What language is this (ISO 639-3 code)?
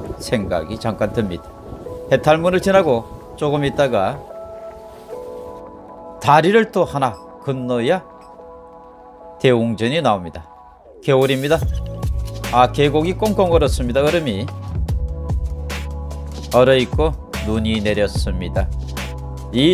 kor